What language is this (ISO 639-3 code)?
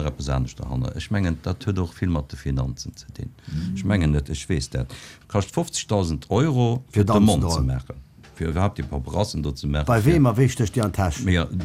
ltz